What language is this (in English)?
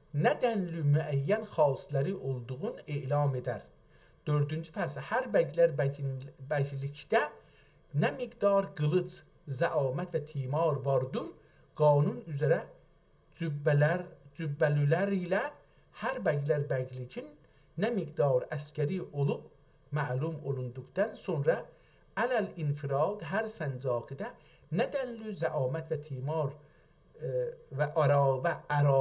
South Azerbaijani